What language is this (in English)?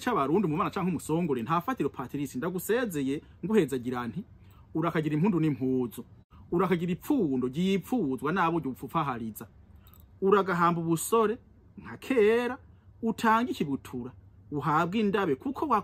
Rundi